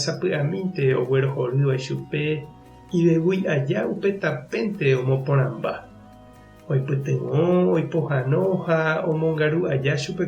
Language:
Guarani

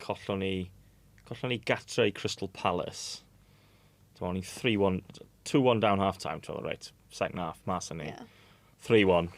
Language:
Welsh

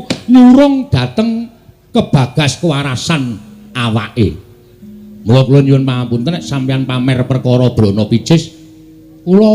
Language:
Javanese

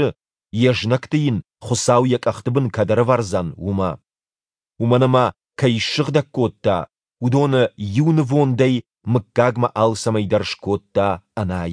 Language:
Ossetic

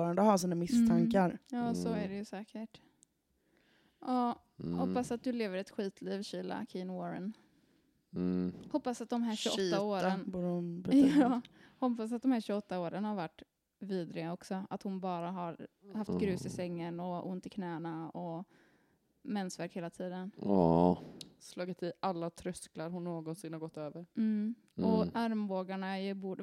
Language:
Swedish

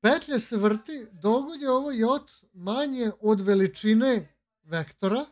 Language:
Serbian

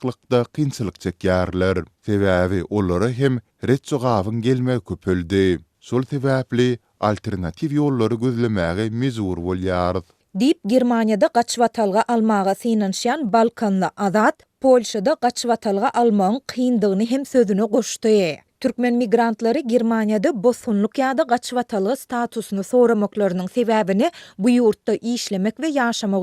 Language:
Turkmen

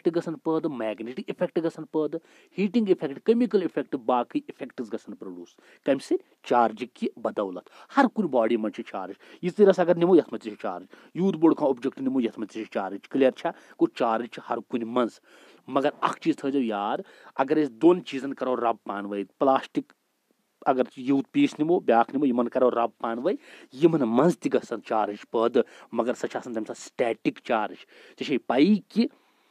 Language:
Kashmiri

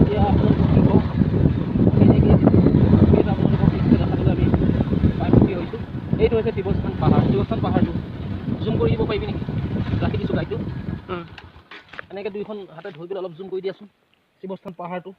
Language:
Assamese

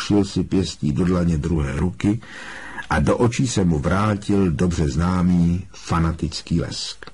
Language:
Czech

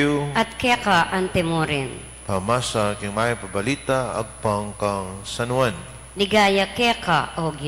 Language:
Pampanga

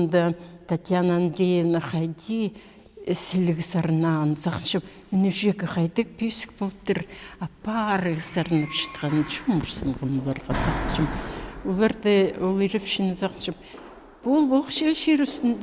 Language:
Khakas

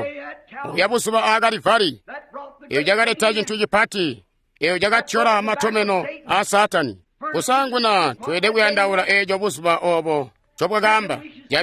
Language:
Tonga (Zambia)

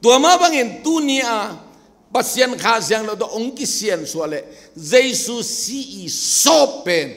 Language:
Tedim Chin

